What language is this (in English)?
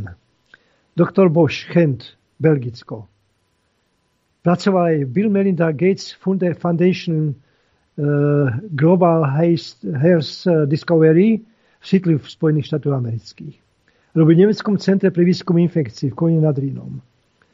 Slovak